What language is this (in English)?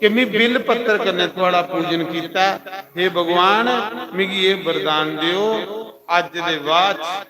Dogri